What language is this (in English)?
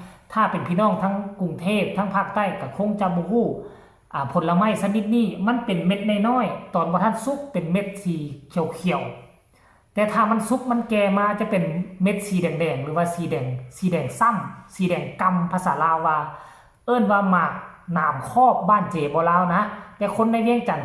Northeastern Thai